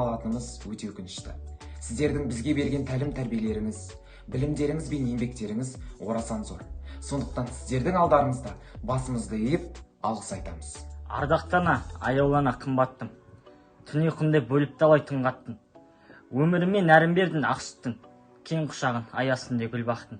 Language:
Kazakh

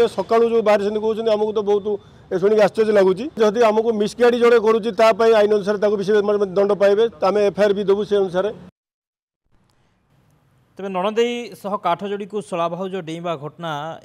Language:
Odia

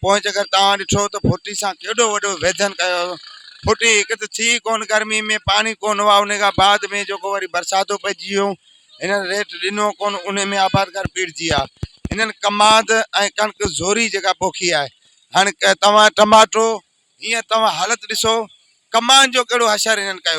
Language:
Sindhi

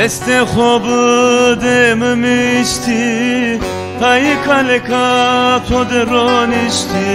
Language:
Zaza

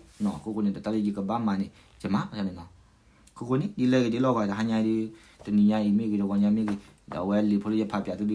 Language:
S'gaw Karen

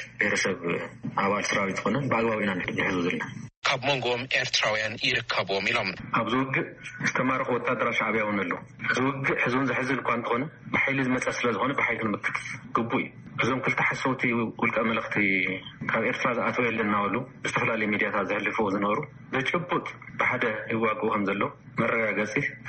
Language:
Tigrinya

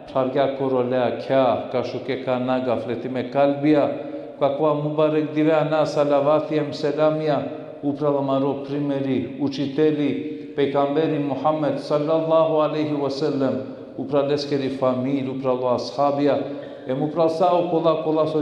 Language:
Balkan Romani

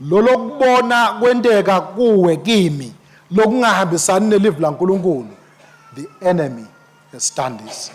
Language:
Swati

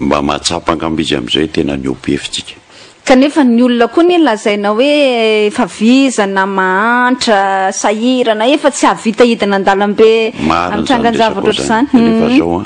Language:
Malagasy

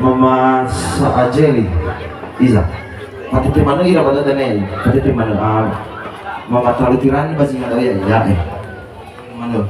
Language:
Nias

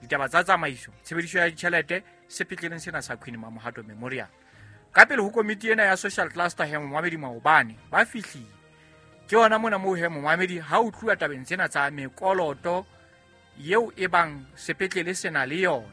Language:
Southern Sotho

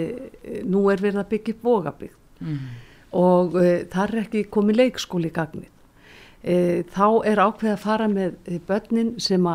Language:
Icelandic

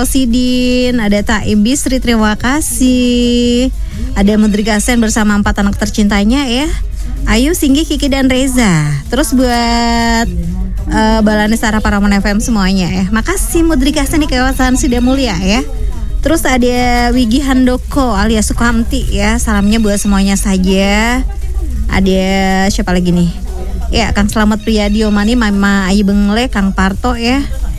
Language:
Indonesian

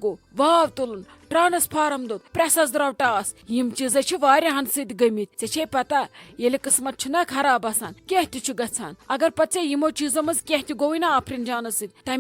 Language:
Kashmiri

